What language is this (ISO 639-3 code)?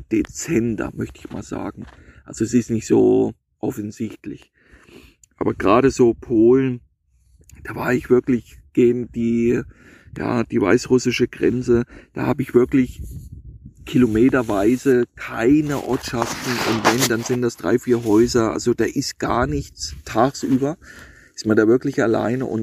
deu